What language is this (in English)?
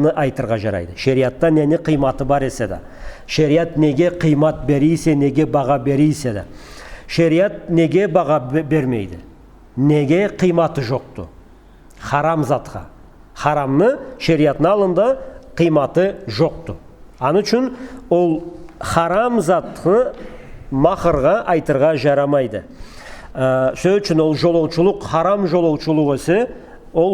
Karachay-Balkar